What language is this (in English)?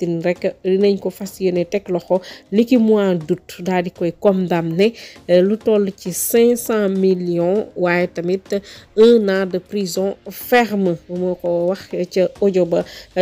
Wolof